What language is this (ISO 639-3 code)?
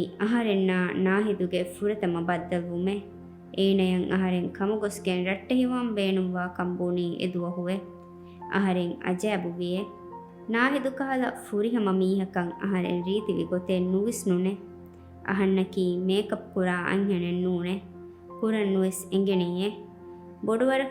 div